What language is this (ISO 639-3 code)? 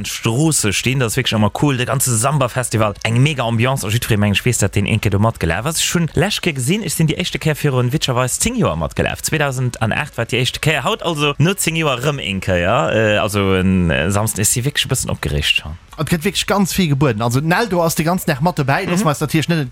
ltz